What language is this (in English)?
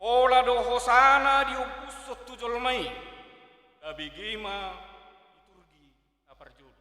Batak Toba